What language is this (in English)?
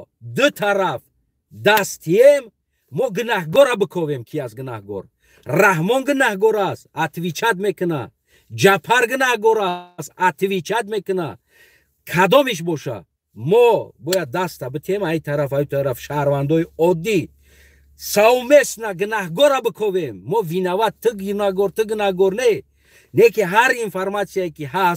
Tajik